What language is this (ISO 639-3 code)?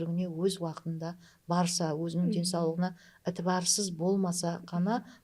kaa